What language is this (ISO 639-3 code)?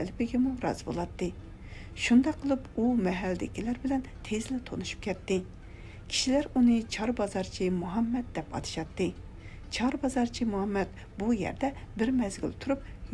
uig